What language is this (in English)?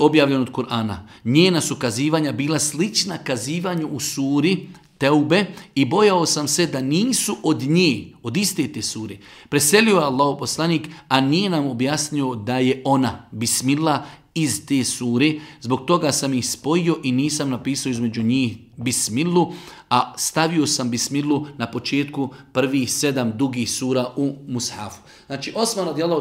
Bosnian